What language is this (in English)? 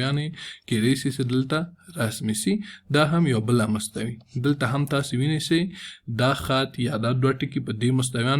Pashto